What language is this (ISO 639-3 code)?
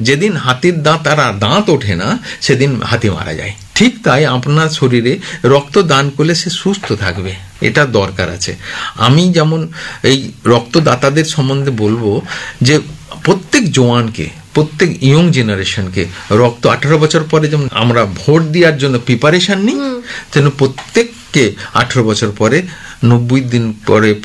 ben